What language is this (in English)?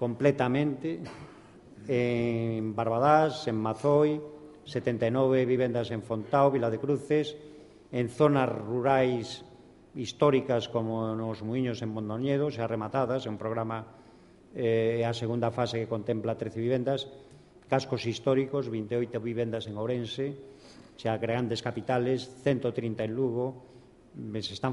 Galician